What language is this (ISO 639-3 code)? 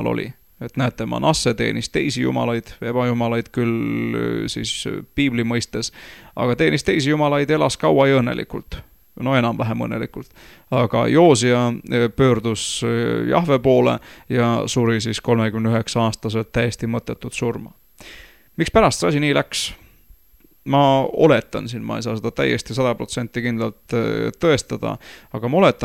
est